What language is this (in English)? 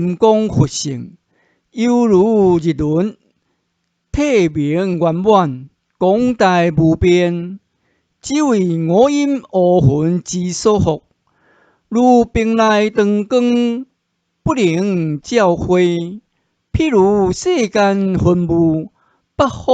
Min Nan Chinese